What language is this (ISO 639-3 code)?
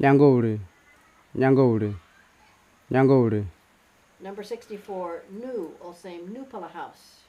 kms